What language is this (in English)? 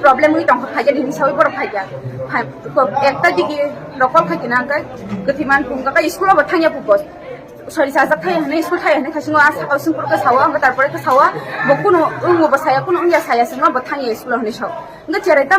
Kok Borok